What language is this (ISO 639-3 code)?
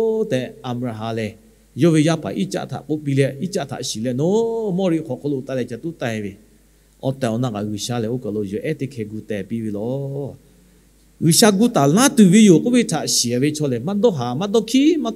lhu